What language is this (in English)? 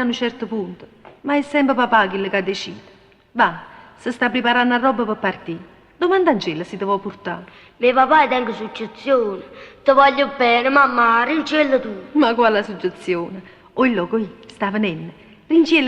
Neapolitan